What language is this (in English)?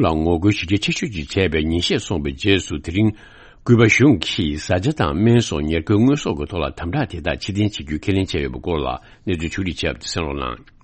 Tibetan